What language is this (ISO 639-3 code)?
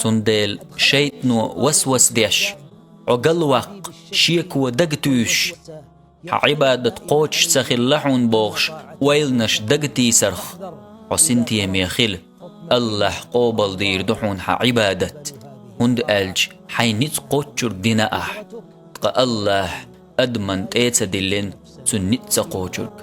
che